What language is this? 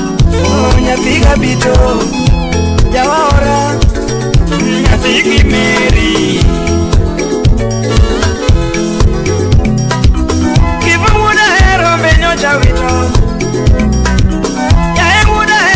Luo (Kenya and Tanzania)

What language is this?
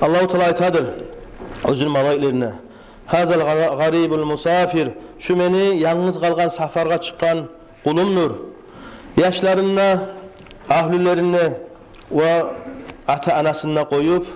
Kumyk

